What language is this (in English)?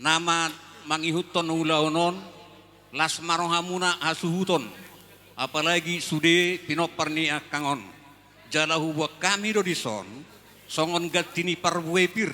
Batak Toba